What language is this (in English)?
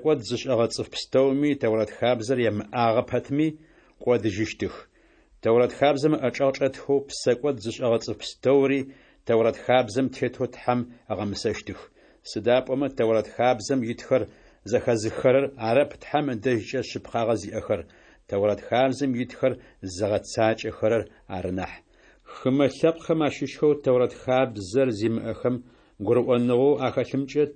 Adyghe